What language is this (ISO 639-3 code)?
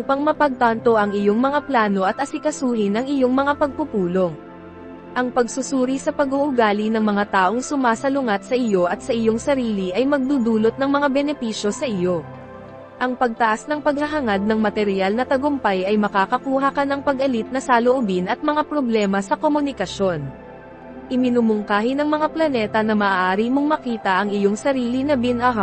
fil